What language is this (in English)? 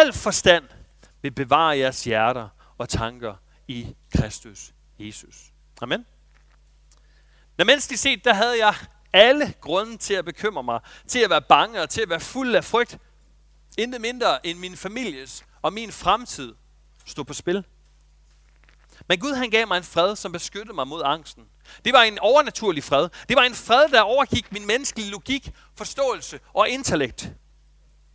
Danish